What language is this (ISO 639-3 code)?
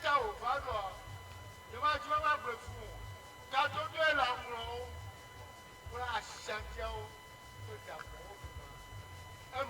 ewe